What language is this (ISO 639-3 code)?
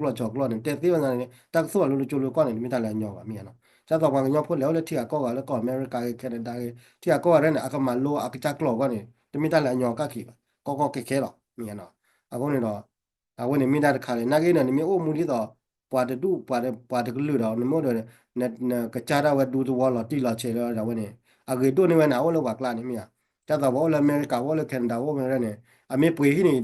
ksw